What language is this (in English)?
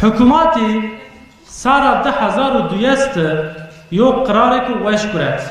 Zaza